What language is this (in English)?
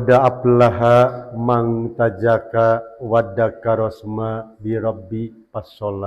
Sundanese